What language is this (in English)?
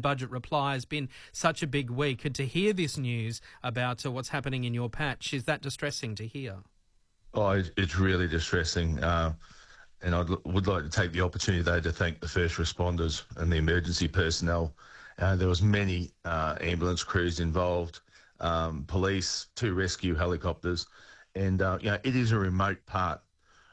English